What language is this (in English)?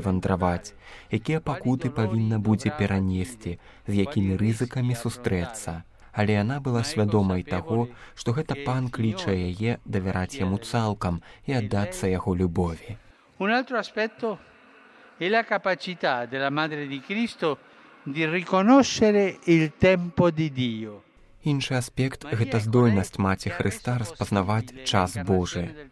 Belarusian